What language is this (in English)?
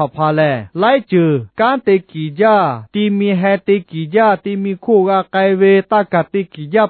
Lahu